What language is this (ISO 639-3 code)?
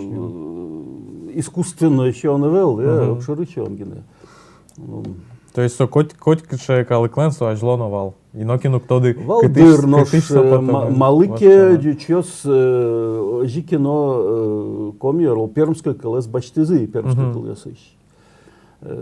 udm